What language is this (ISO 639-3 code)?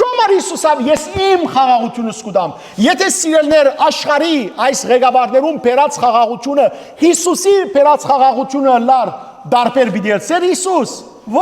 hyw